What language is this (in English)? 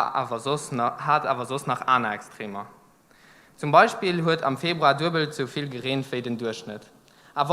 Luxembourgish